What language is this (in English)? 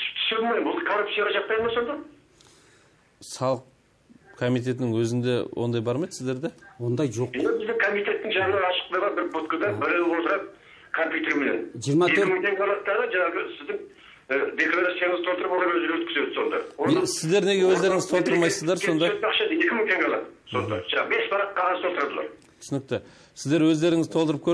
Kazakh